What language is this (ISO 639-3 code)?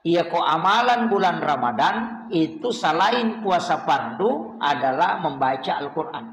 bug